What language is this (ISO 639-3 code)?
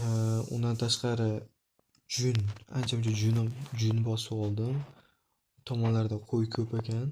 uzb